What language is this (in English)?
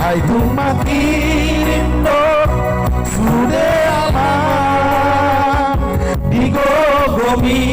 Batak Toba